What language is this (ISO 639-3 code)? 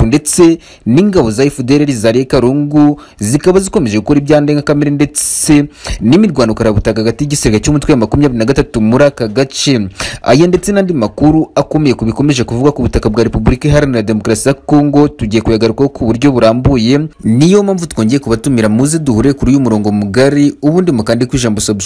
kin